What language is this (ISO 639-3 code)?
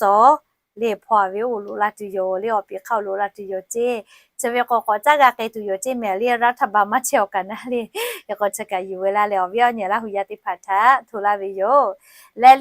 lhu